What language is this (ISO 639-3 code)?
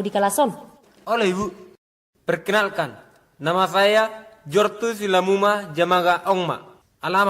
bbc